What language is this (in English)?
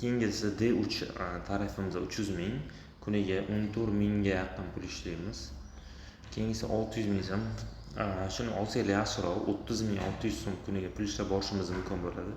Uzbek